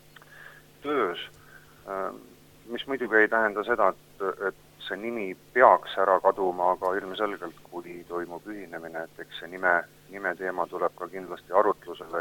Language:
Estonian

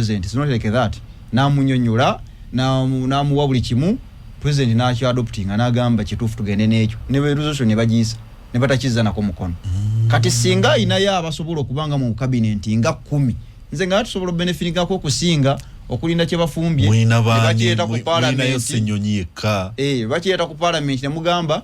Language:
Ganda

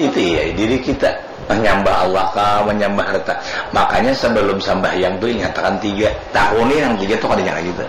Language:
Banjar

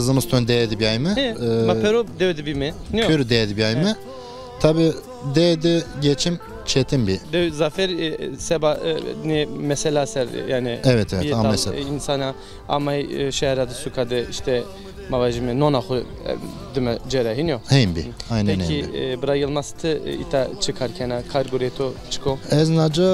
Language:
Zaza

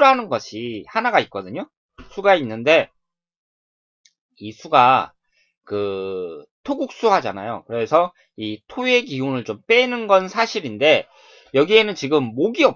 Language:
Korean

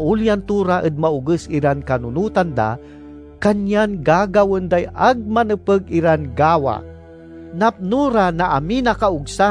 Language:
Pangasinan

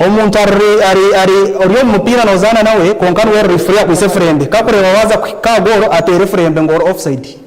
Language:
Nyankole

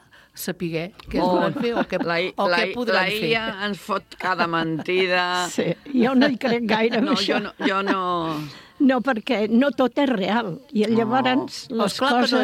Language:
Catalan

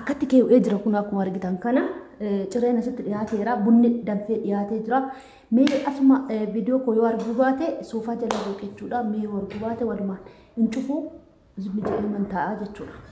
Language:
Oromo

